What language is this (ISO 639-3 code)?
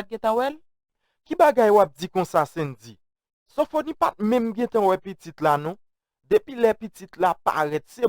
hat